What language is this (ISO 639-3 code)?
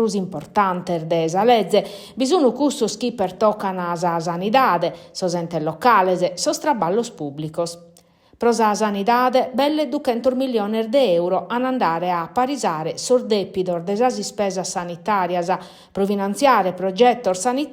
srd